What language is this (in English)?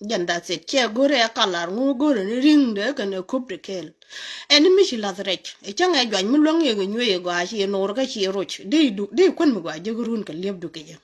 Nuer